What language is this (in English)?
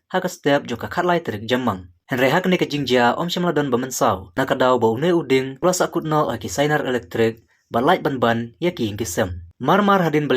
Khasi